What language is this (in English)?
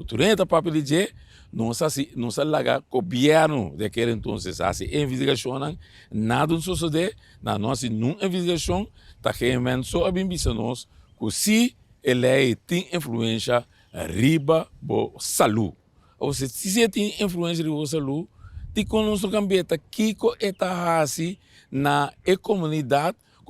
Papiamento